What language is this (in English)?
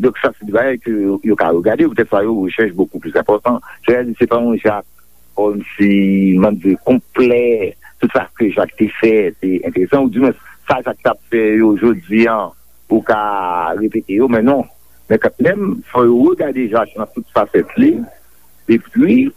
Haitian Creole